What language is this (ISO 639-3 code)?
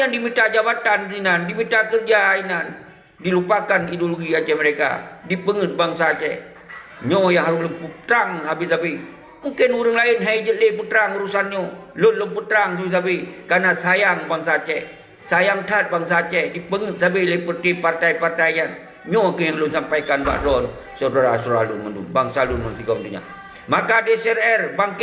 ace